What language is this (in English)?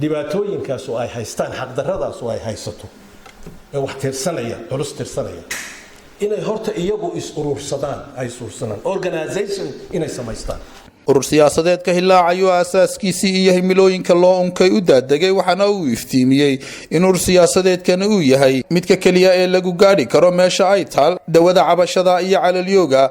Somali